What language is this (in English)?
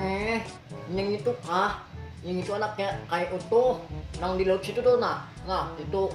Banjar